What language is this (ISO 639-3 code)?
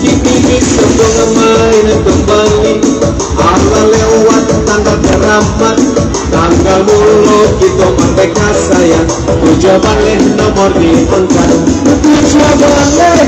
min